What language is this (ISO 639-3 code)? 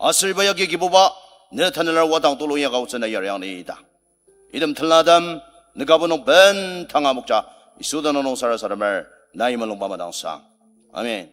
njo